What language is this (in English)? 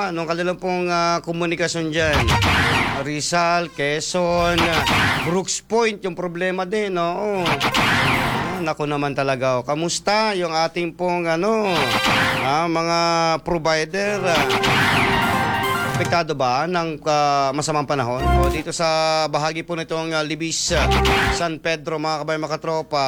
Filipino